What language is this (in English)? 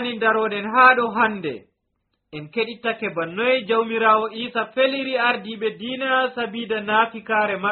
Nigerian Fulfulde